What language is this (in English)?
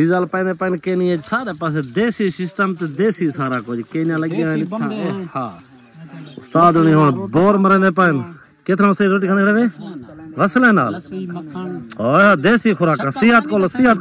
Saraiki